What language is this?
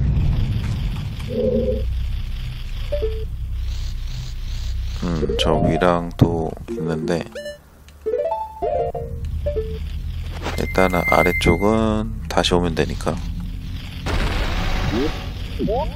Korean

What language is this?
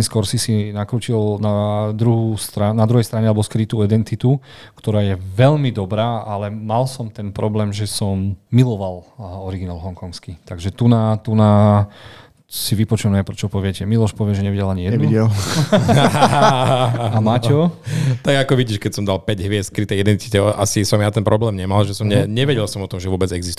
Slovak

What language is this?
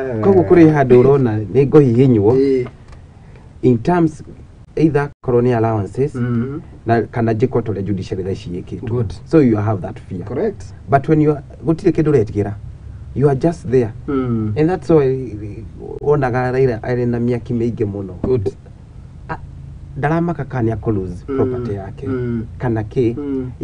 Kikuyu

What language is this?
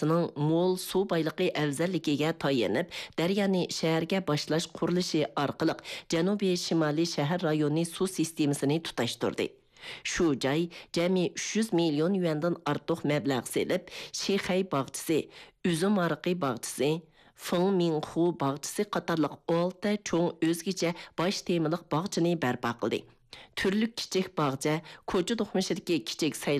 Uyghur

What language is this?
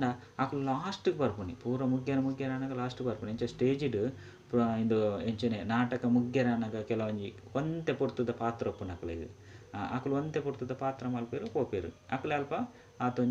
Tulu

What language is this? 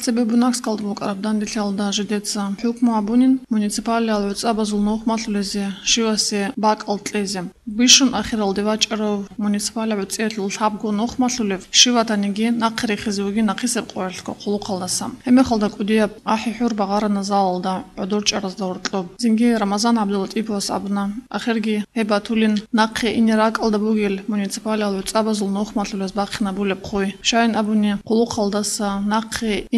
Avaric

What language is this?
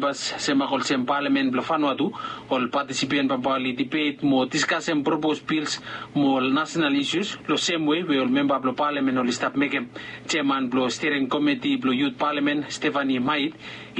Bislama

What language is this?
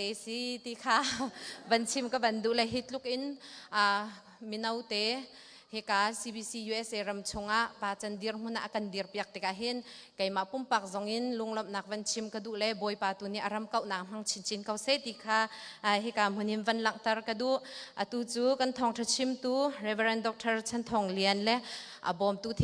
Hakha Chin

